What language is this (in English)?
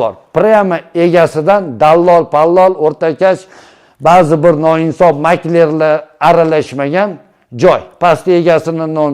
Uzbek